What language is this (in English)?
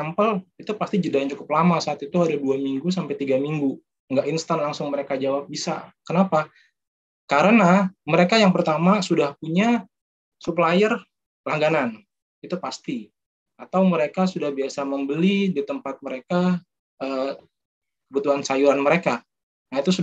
Indonesian